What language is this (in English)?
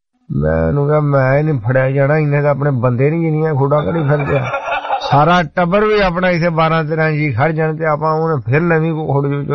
Punjabi